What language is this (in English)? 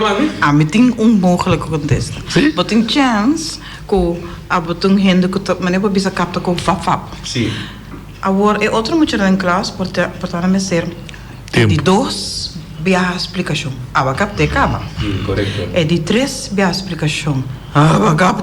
Papiamento